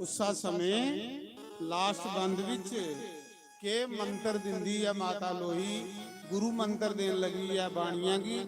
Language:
Dogri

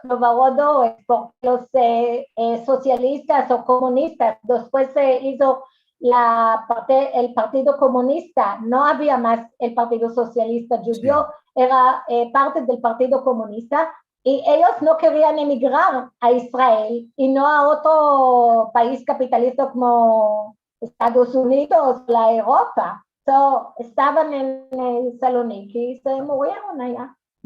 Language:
Ladino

